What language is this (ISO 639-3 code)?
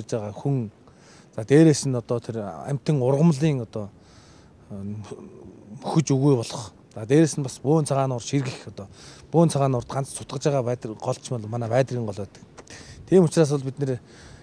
mon